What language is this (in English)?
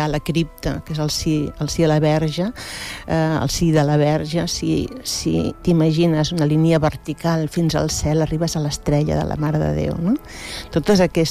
Catalan